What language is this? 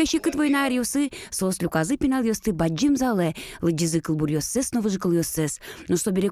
Udmurt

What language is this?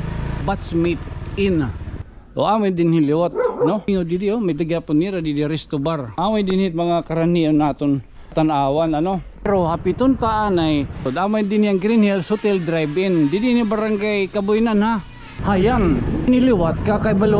Waray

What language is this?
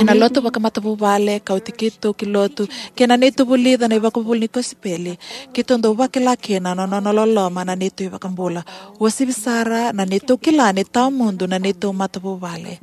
Fijian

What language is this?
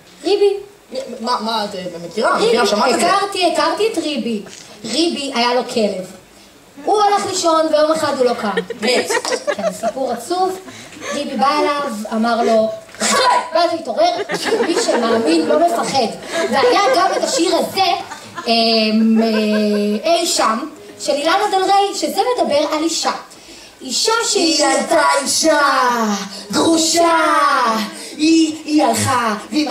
Hebrew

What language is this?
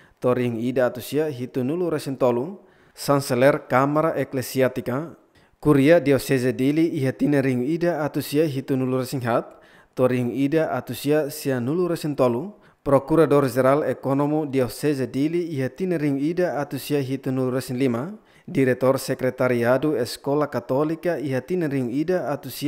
Tetum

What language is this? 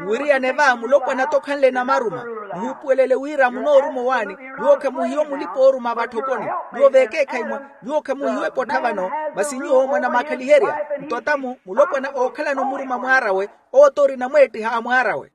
Makhuwa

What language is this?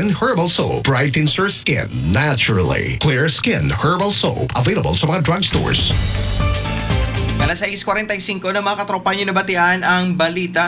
Filipino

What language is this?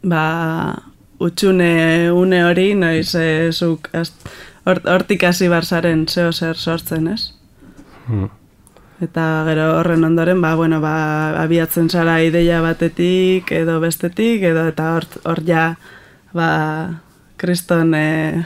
Basque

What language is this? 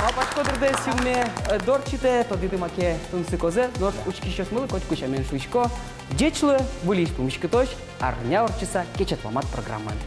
Udmurt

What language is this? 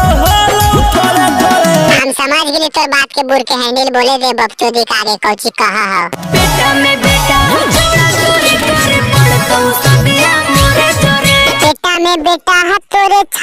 Magahi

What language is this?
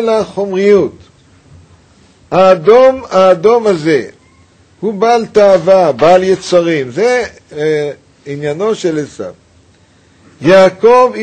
Hebrew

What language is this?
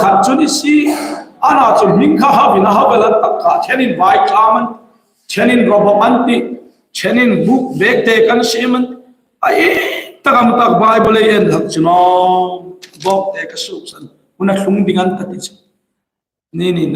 Hmar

